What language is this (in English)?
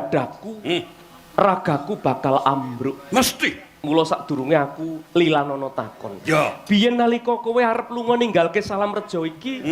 Javanese